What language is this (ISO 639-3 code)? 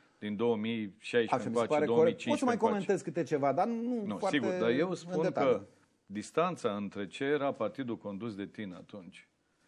ron